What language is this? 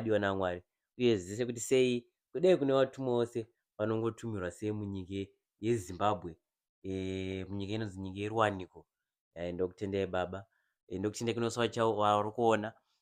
Shona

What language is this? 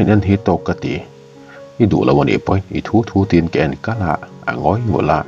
Mizo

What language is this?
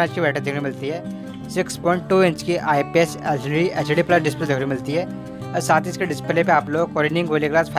Hindi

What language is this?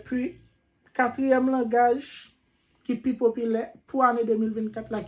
Haitian Creole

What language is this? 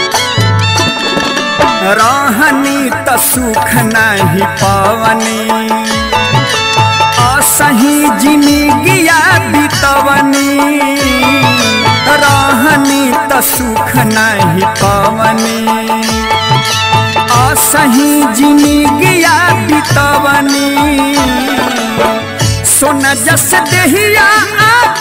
Bhojpuri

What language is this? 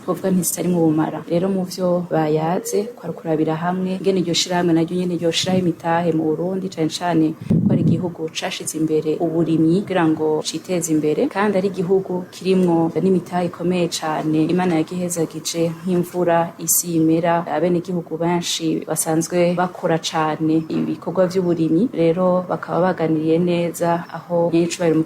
Rundi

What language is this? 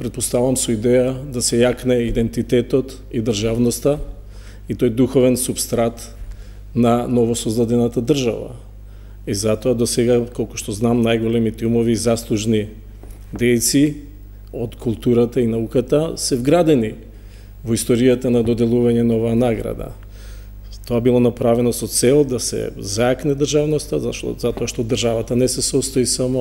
Macedonian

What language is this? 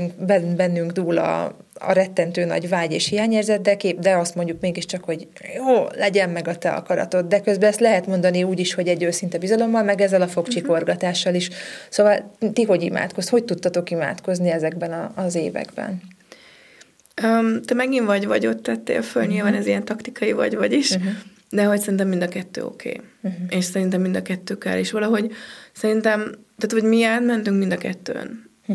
Hungarian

